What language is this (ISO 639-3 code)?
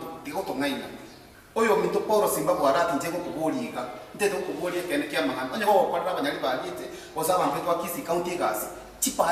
guz